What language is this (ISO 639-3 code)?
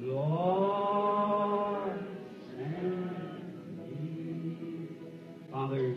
ssw